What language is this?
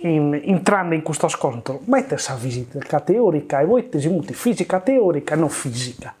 Sardinian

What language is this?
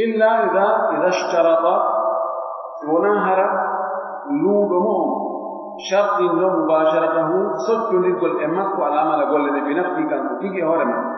Pular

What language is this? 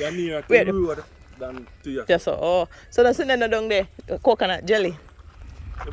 Jamaican Creole English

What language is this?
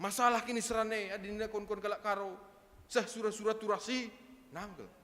Batak Karo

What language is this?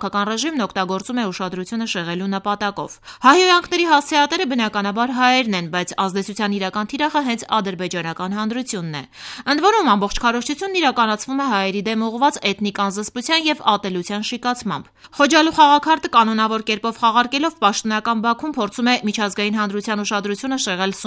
Armenian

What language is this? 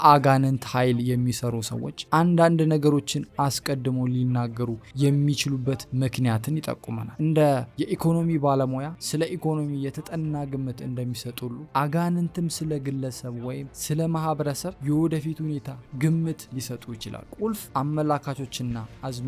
Amharic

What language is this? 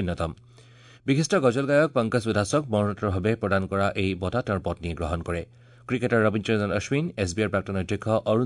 Assamese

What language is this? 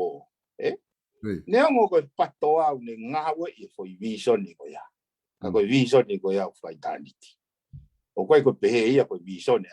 Tongan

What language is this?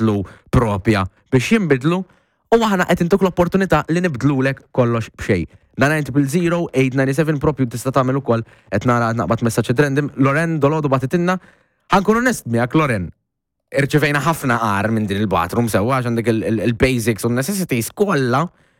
Maltese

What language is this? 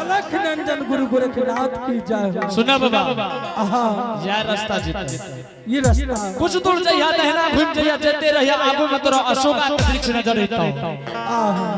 Angika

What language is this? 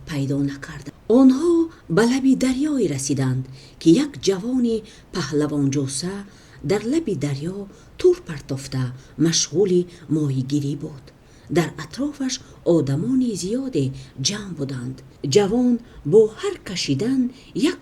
Tajik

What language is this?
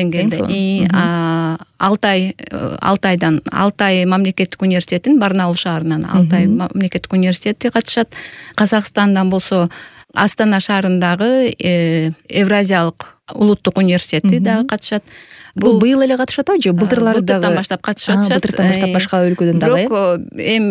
Kyrgyz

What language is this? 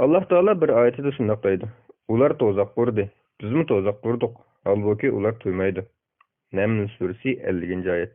Uyghur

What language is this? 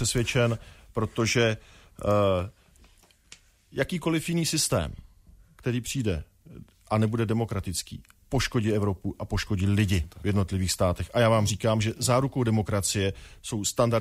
Czech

